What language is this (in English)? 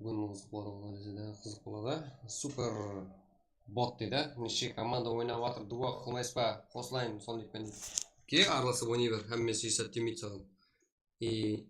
Kara-Kalpak